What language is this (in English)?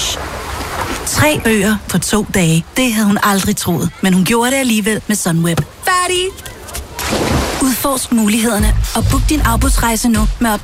Danish